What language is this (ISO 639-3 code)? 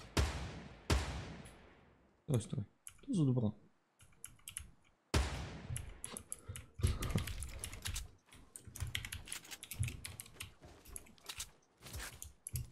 bul